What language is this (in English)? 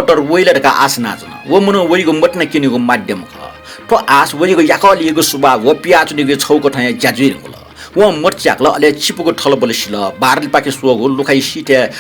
Newari